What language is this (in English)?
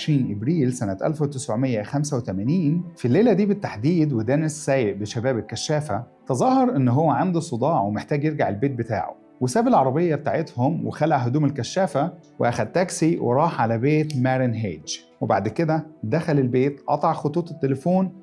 Egyptian Arabic